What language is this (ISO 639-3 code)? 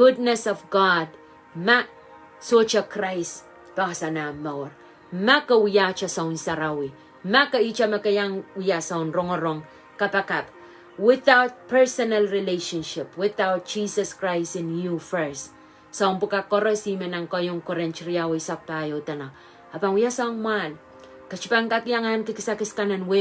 pon